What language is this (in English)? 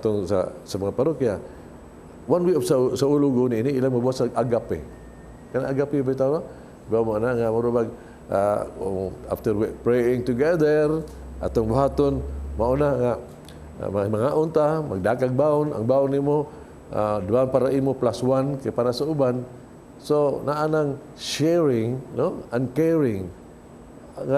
Cebuano